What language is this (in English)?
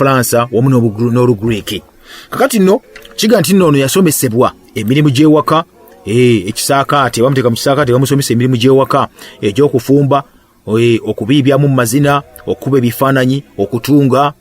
Ganda